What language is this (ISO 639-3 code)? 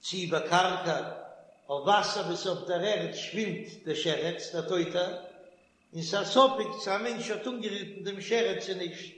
yid